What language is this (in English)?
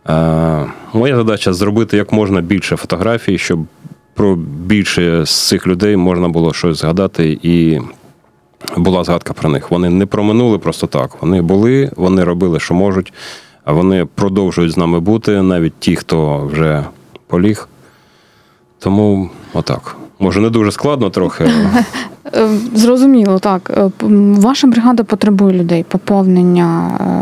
Ukrainian